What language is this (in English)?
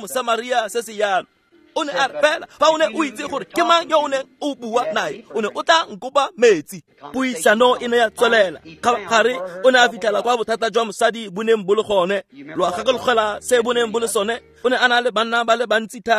Tswana